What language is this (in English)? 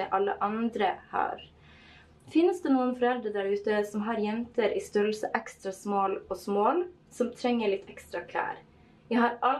Norwegian